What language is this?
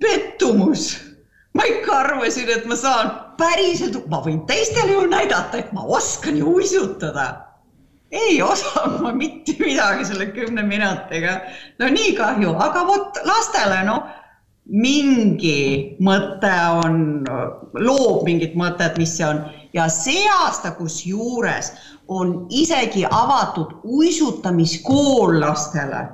Estonian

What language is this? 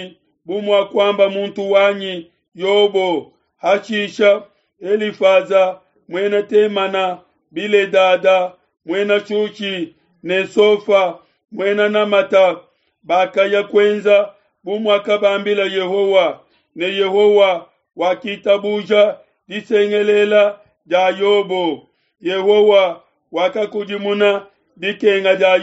Luba-Lulua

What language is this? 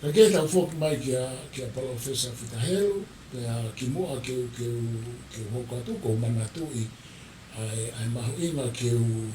Tongan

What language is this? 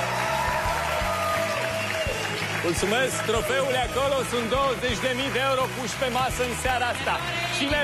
Romanian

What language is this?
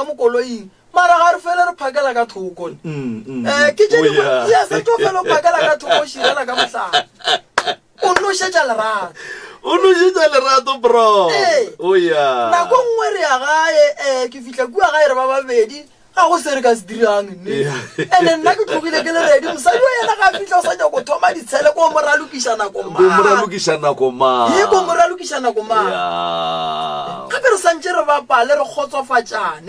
Northern Sotho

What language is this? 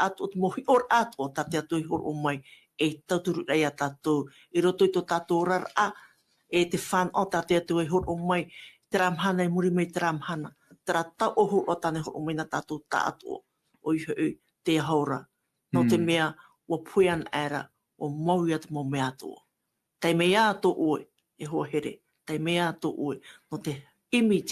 Tahitian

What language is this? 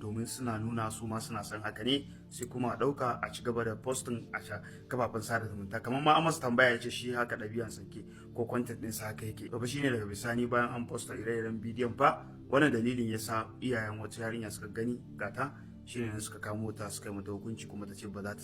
Hausa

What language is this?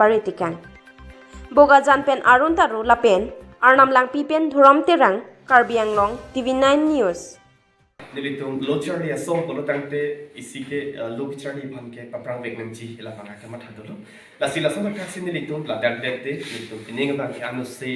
Karbi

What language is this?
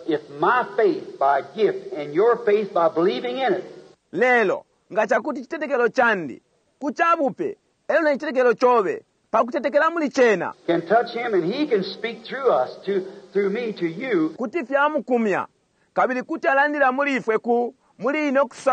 Bemba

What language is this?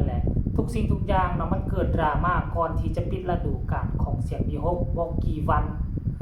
Northeastern Thai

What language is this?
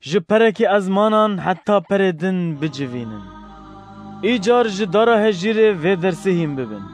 Kurdish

